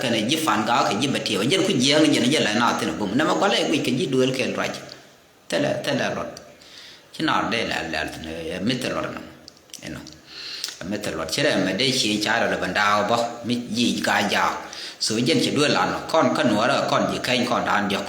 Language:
Nuer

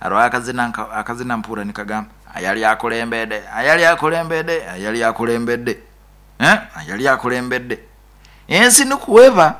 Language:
Nyoro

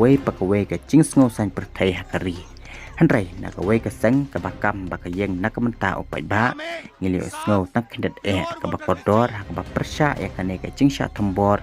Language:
Khasi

